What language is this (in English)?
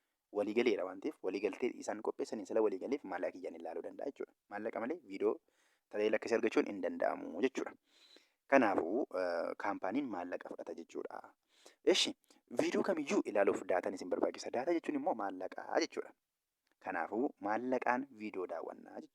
Oromo